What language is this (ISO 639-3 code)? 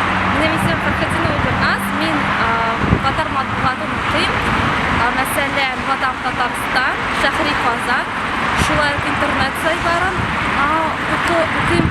tat